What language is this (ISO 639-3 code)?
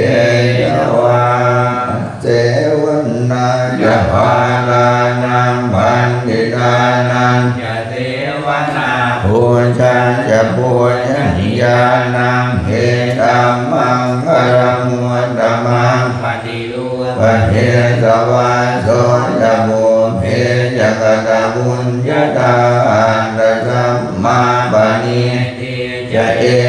pli